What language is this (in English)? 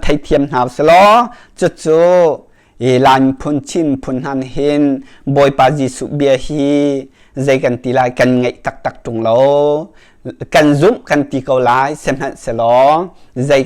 Hakha Chin